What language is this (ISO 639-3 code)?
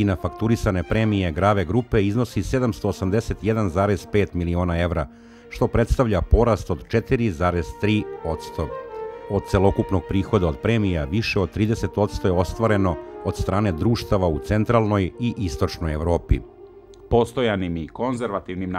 srp